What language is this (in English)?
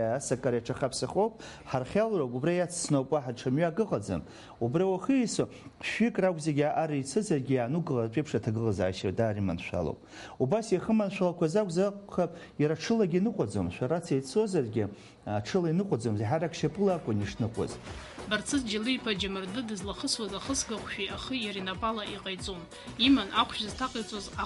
Abkhazian